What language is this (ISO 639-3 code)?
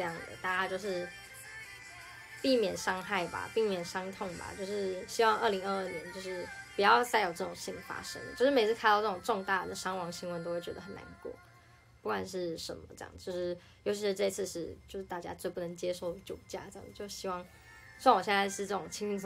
zho